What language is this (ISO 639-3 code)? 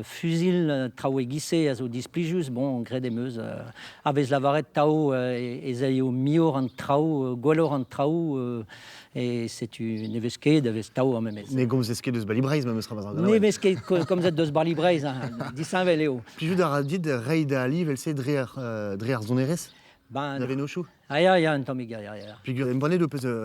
bre